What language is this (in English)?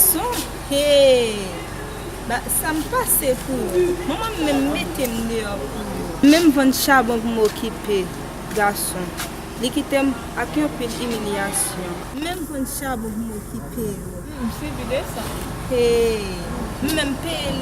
Haitian Creole